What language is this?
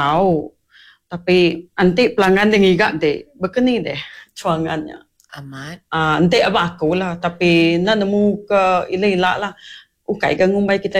Iban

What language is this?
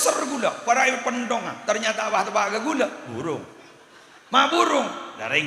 Madurese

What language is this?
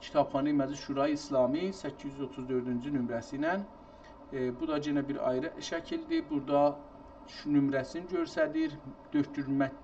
South Azerbaijani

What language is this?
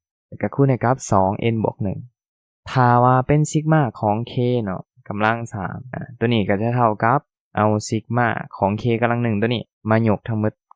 Lao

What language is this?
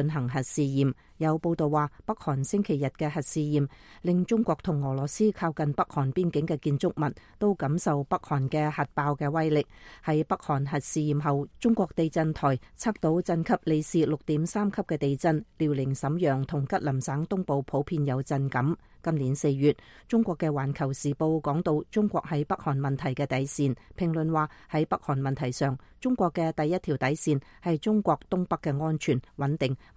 Cantonese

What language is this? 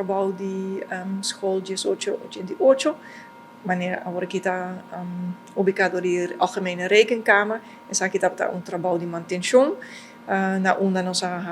Papiamento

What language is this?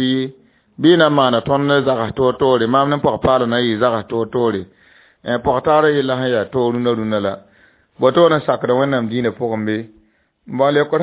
Mossi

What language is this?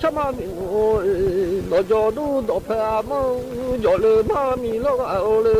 Akha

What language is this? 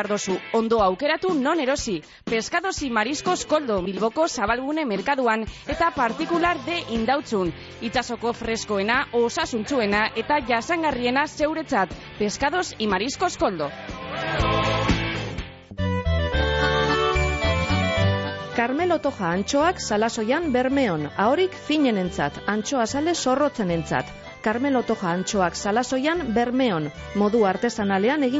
Basque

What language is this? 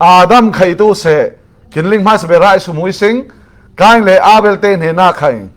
Falam Chin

